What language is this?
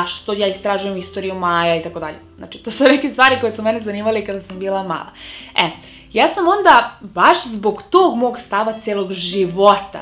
Serbian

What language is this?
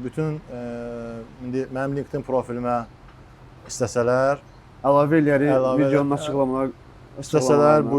Azerbaijani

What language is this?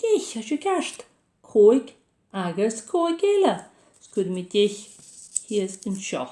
Scottish Gaelic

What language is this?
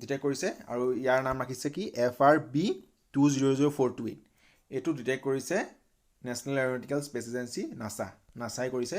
Assamese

